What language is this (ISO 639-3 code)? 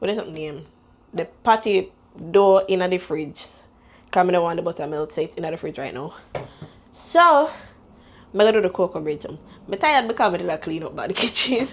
jam